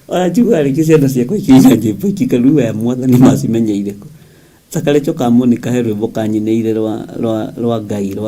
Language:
Kikuyu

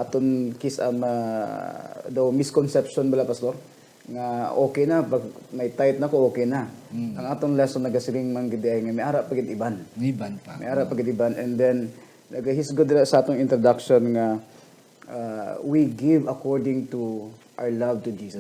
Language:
Hiligaynon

